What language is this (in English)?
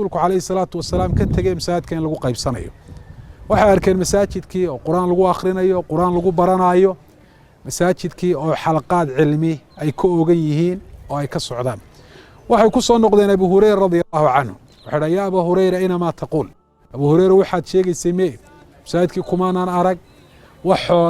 Somali